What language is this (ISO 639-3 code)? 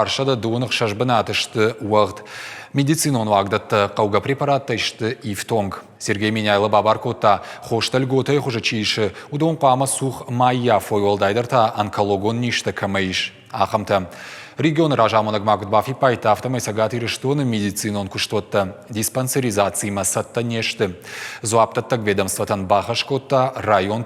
oss